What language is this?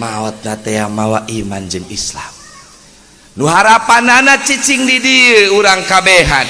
Sundanese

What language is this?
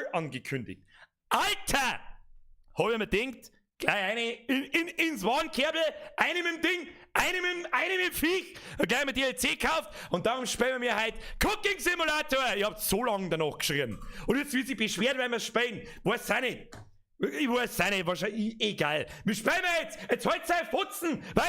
Bavarian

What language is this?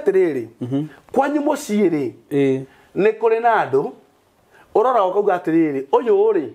Kikuyu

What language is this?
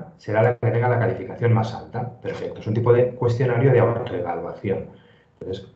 Spanish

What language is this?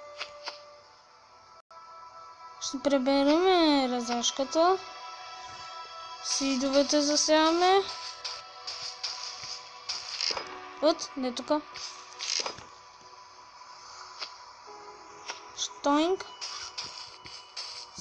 Bulgarian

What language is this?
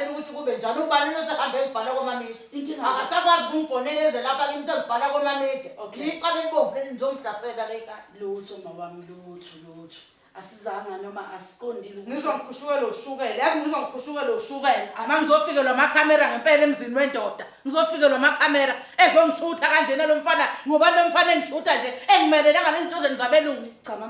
Zulu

